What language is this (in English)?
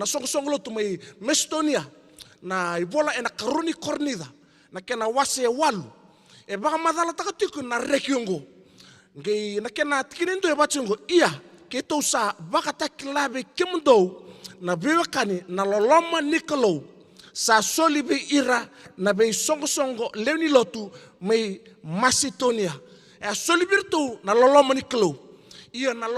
Fijian